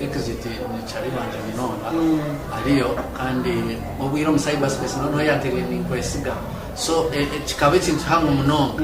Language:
Nyankole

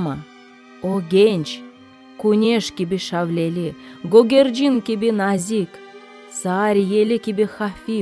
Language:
Crimean Tatar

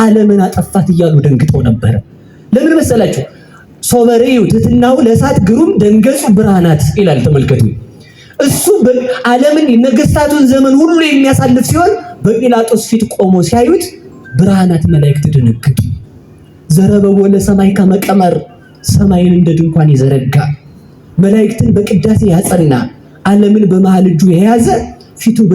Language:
Amharic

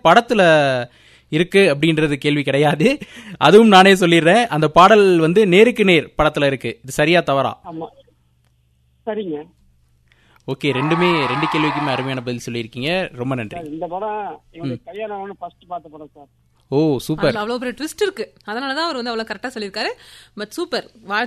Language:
Tamil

